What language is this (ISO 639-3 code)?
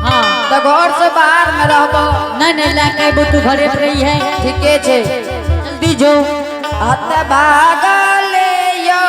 anp